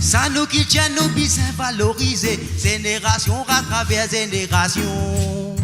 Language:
Morisyen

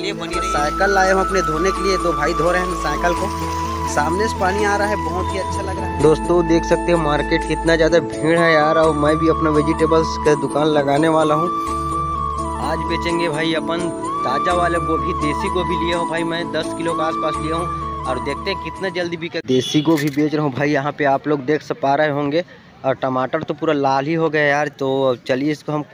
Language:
Hindi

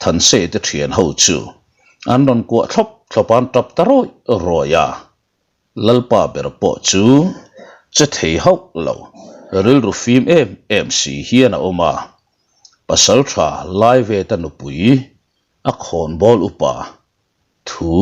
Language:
Mizo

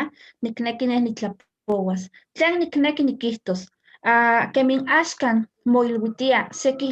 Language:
Eastern Huasteca Nahuatl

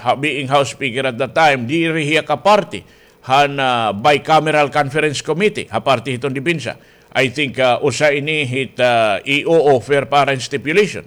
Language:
Waray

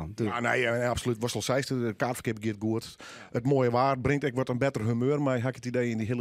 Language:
Western Frisian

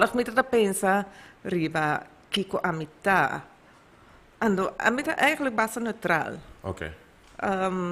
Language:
Papiamento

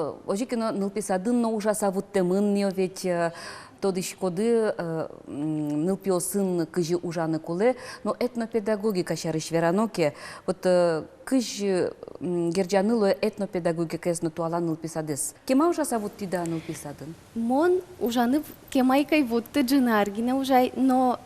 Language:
Udmurt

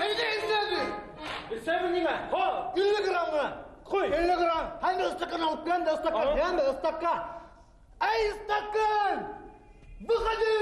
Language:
Bashkir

